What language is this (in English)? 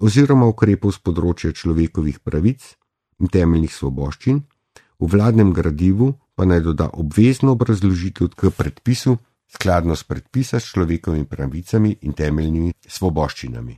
Slovenian